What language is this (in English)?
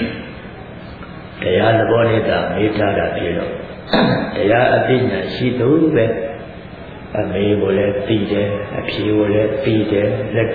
Burmese